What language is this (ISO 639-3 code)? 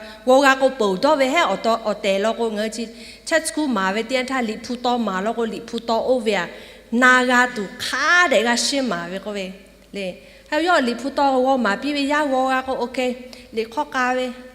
lhu